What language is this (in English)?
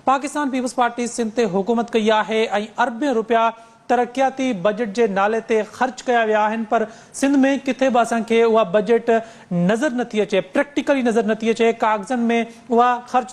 Sindhi